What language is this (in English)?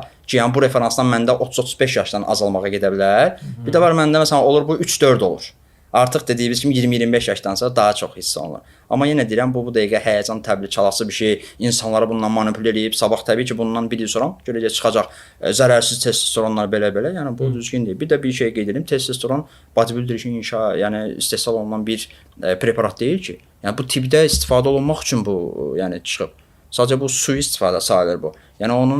Azerbaijani